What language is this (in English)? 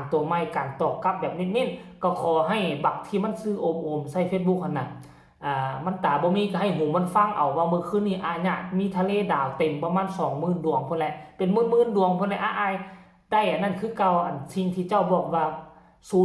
Northeastern Thai